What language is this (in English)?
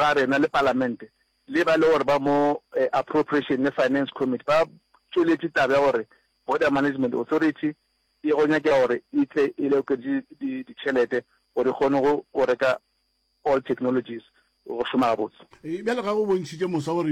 Northern Sotho